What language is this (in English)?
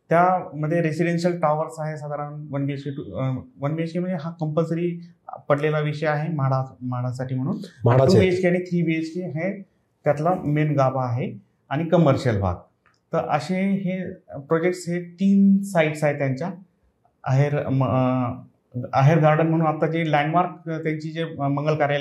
Marathi